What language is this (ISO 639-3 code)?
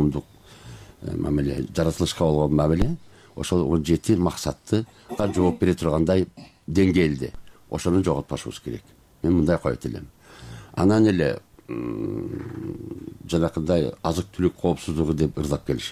kir